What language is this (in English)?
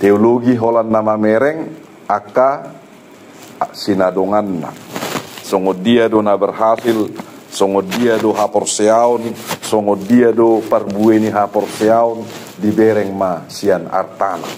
Batak Toba